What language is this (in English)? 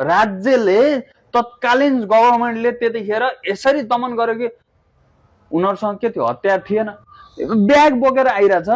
Nepali